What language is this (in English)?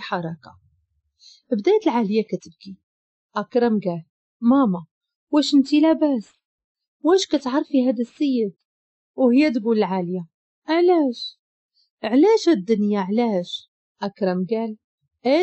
Moroccan Arabic